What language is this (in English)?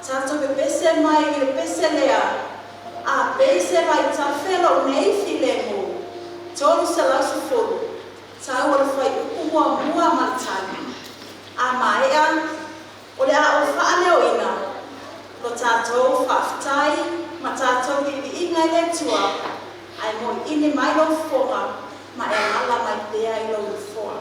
Samoan